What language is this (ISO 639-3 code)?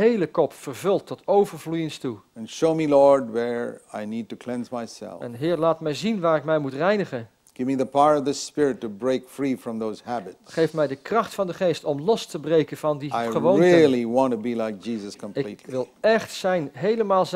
nld